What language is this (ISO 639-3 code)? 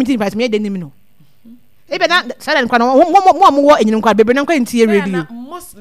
aka